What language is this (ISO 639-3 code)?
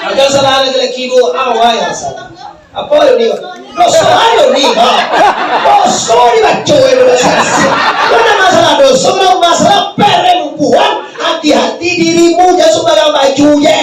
min